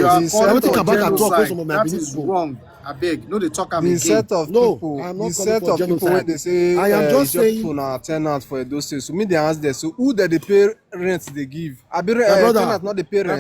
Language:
Nigerian Pidgin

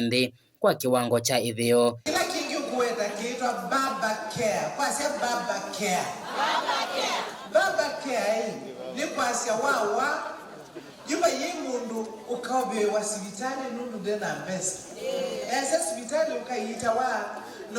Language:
Kamba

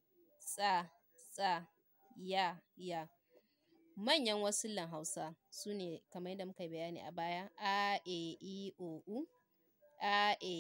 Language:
Hausa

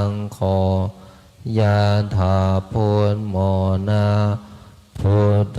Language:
Pali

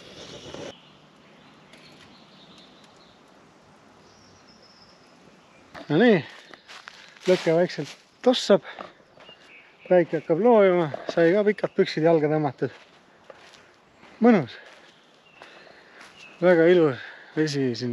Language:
Estonian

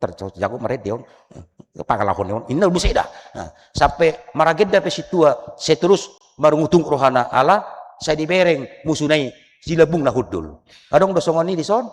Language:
Batak Toba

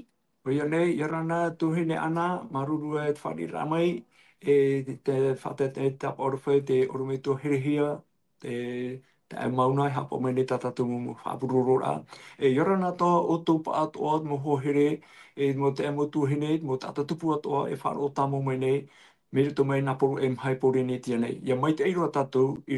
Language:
Tahitian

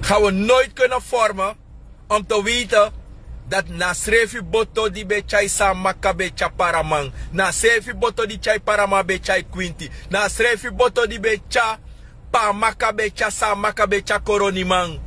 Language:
Sranan Tongo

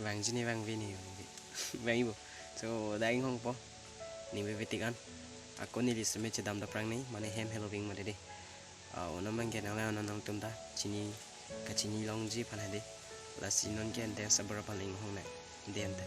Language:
Karbi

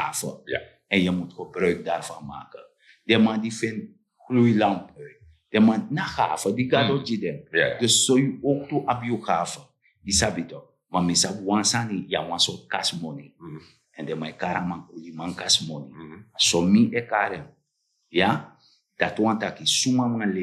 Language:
Sranan Tongo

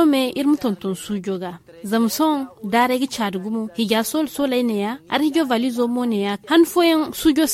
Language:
Zarma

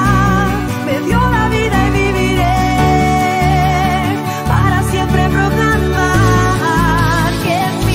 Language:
Spanish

